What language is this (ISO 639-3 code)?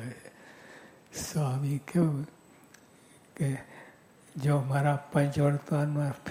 guj